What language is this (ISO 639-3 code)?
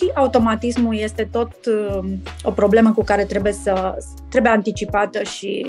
ron